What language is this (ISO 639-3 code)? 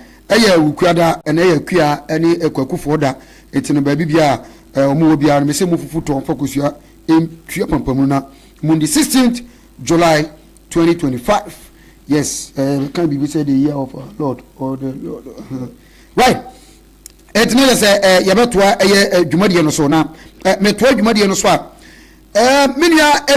aka